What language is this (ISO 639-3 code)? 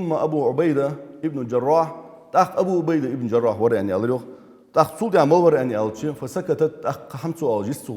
inh